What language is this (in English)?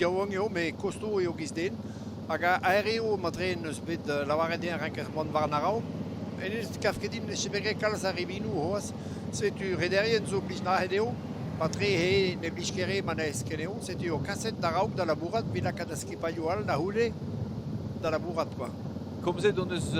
Breton